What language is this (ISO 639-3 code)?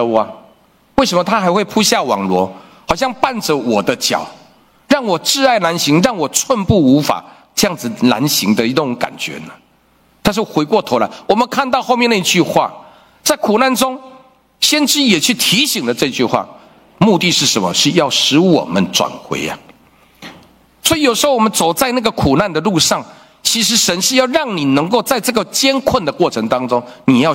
zho